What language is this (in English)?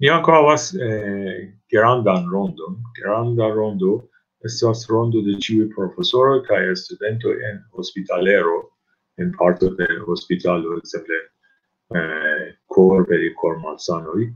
Esperanto